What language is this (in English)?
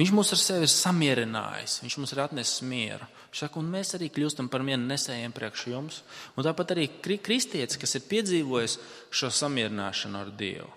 Latvian